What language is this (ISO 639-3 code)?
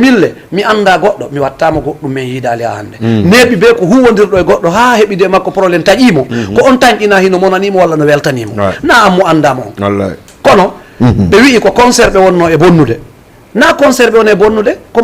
ful